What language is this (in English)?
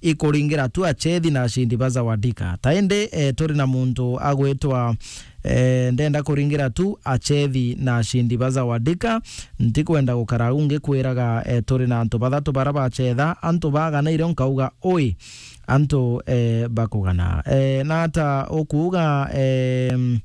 Meru